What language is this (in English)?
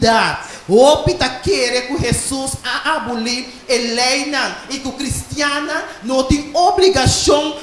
Papiamento